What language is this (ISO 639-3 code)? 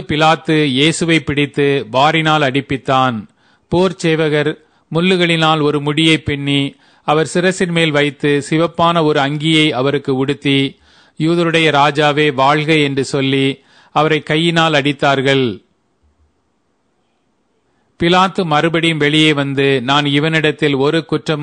tam